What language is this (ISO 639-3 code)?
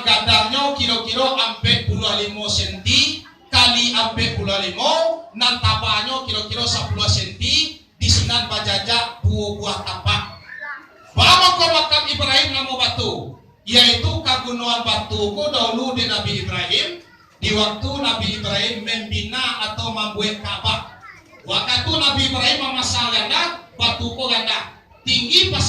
min